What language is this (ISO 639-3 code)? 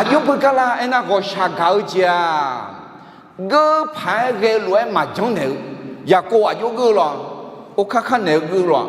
ahk